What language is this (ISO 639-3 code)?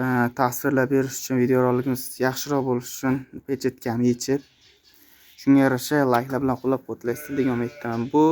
uzb